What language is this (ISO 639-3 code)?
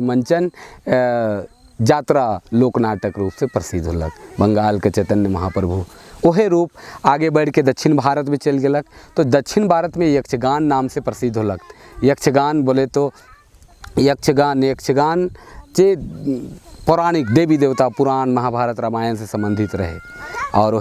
sck